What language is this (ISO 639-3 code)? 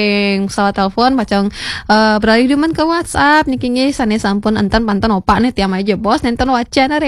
ban